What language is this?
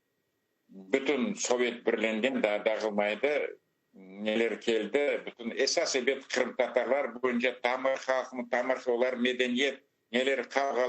Crimean Tatar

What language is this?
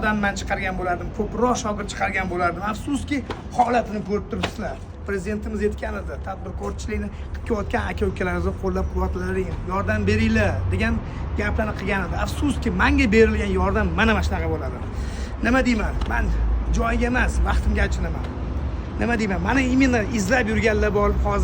Uzbek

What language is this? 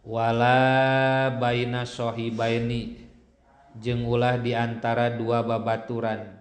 Sundanese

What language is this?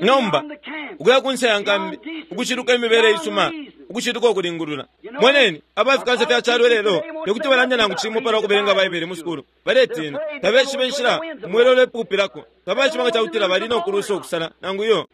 Bemba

